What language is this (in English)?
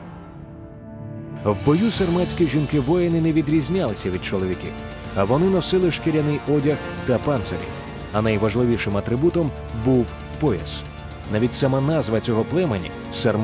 Ukrainian